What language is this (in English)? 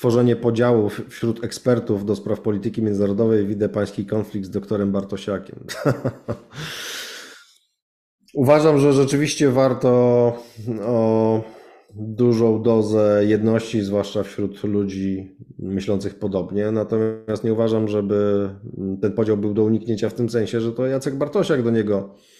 Polish